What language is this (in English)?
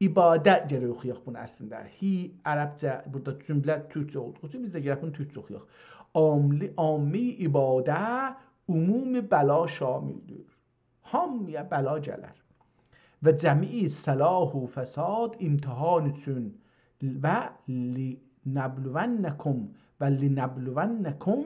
South Azerbaijani